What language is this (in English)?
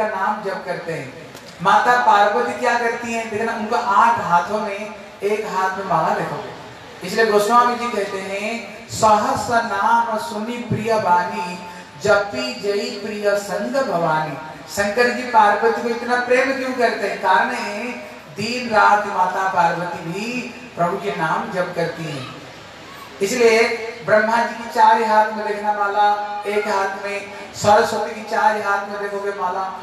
Hindi